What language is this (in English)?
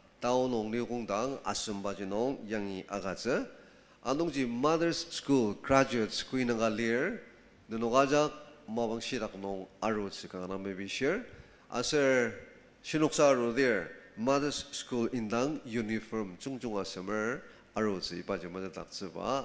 Ao Naga